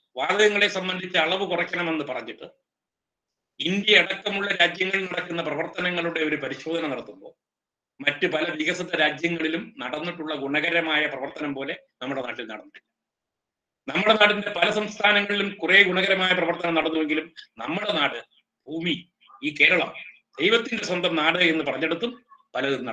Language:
Malayalam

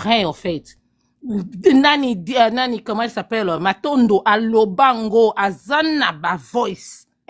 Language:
Lingala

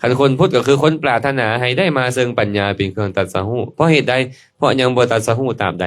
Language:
Lao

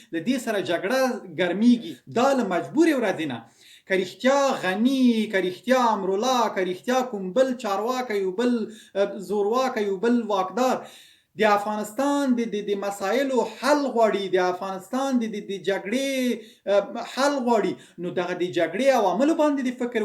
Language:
Pashto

